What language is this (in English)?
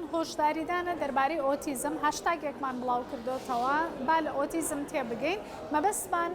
Central Kurdish